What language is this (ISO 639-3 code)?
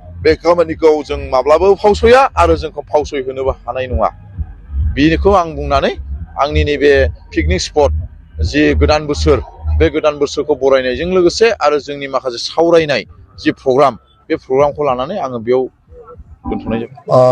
brx